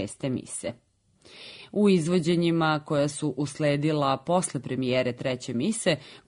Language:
Serbian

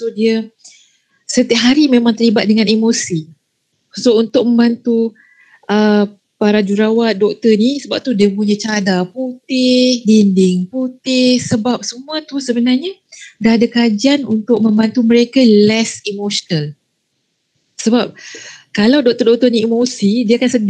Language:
Malay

